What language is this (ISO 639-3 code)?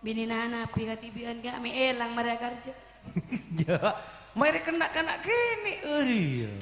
mad